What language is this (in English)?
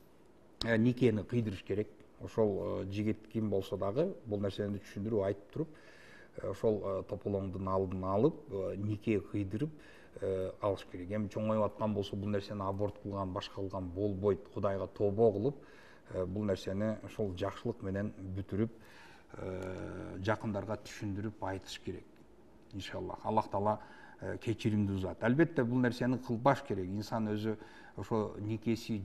Kyrgyz